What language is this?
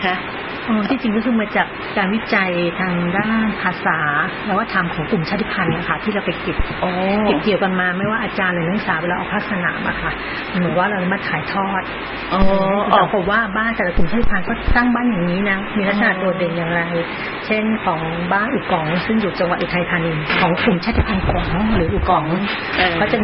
Thai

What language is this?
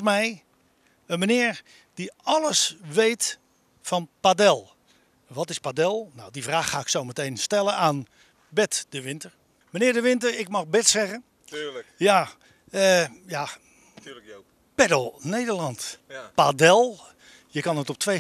Dutch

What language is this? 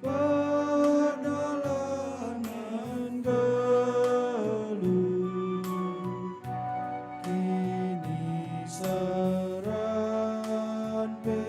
Batak Karo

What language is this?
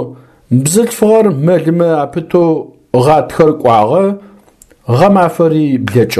Adyghe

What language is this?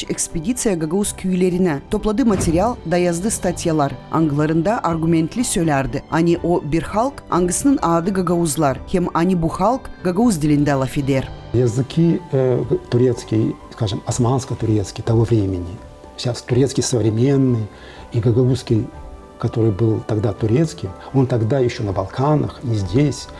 Gagauz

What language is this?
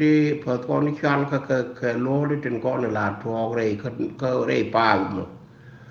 Nuer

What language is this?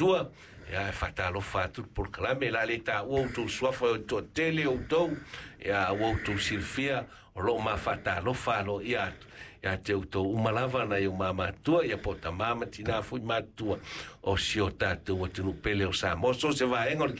Samoan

